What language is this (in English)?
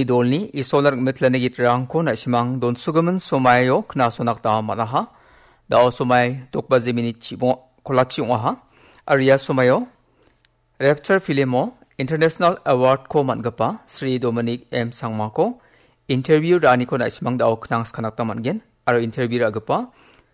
Garo